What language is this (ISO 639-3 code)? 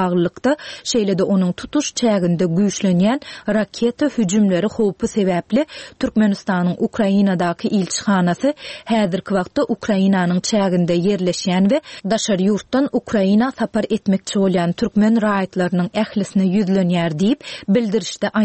tuk